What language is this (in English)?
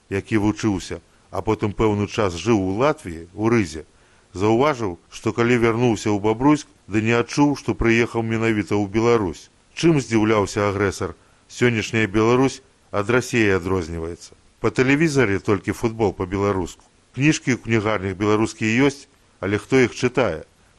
Belarusian